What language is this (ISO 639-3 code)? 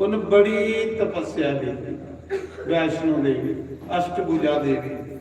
doi